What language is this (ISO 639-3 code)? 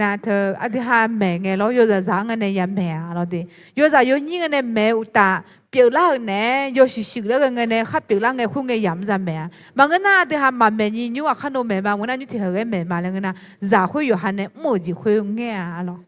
ahk